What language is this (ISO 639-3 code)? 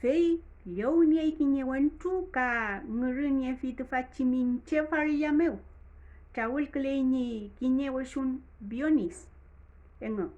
arn